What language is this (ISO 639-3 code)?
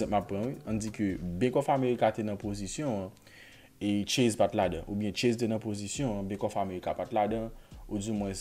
hat